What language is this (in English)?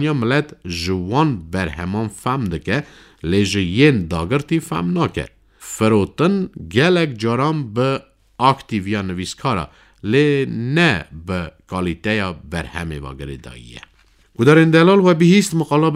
Kurdish